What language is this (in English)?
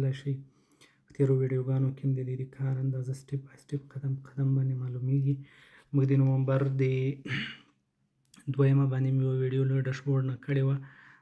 Pashto